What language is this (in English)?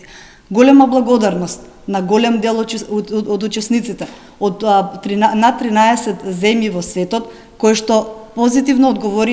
Macedonian